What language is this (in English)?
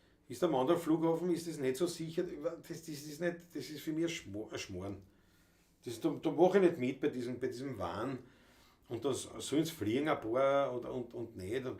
Bavarian